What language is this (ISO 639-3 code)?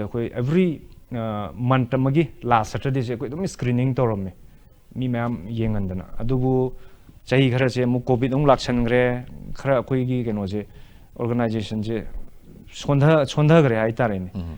mni